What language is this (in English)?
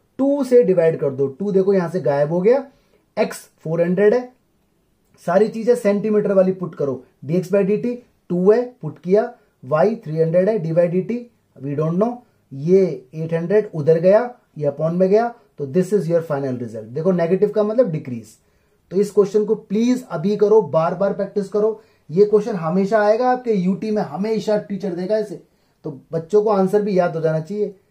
Hindi